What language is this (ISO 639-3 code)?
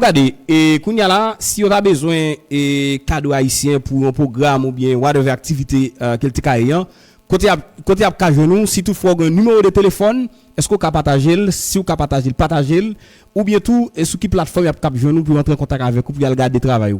hat